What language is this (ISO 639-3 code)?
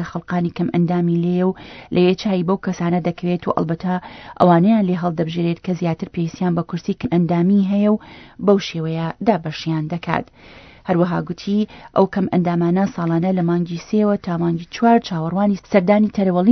ckb